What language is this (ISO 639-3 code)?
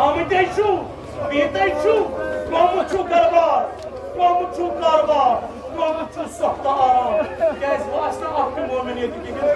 kas